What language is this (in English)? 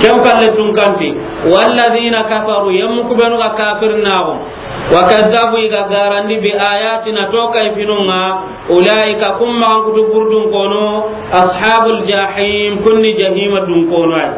Soninke